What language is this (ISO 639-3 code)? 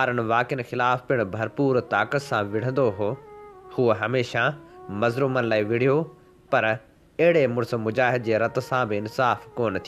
snd